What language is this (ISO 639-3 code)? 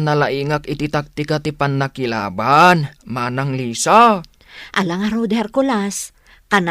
ilo